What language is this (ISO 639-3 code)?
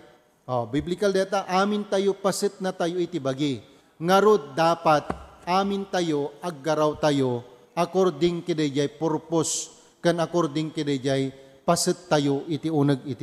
ilo